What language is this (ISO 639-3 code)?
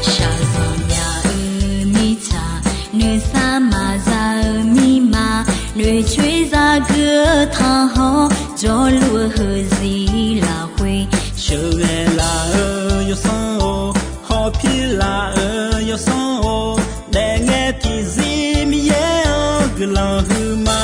ahk